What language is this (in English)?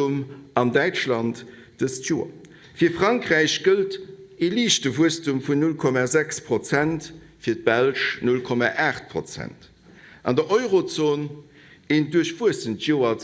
Luxembourgish